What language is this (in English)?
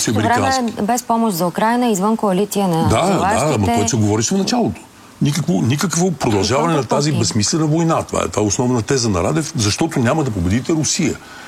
Bulgarian